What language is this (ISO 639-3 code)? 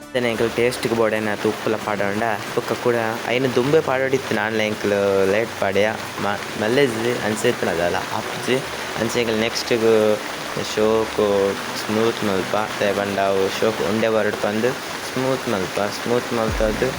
tcy